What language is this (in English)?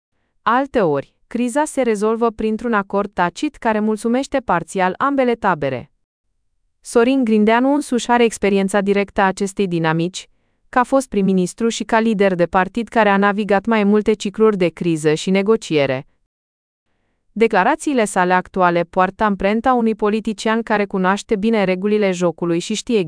Romanian